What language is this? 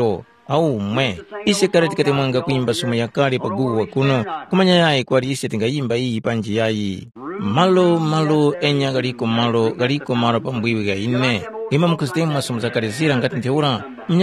Tumbuka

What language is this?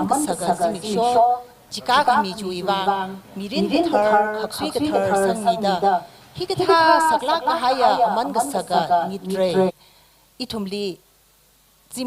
Tangkhul Naga (India)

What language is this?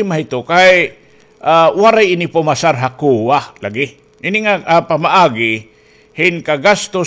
Waray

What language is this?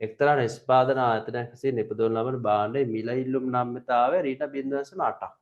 Sinhala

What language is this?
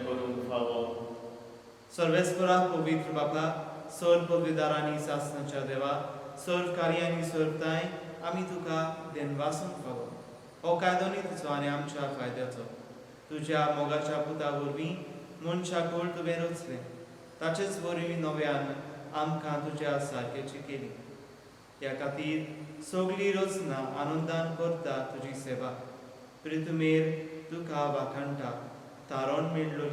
Konkani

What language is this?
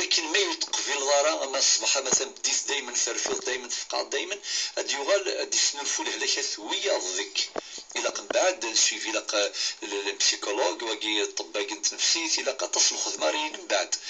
Kabyle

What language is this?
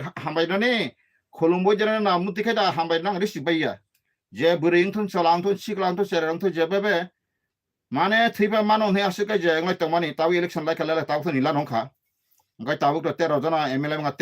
Kok Borok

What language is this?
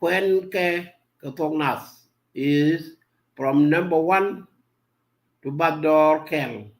Nuer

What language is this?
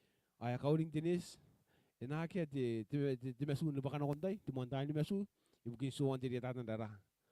Gilbertese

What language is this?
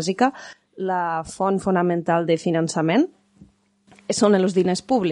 Catalan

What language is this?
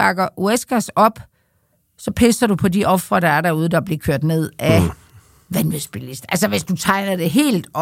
Danish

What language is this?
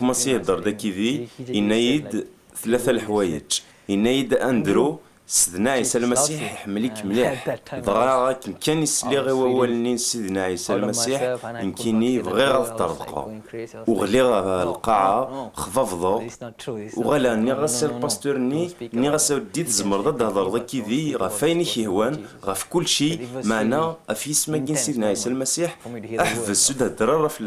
Kabyle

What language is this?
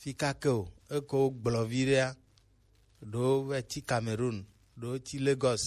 Gen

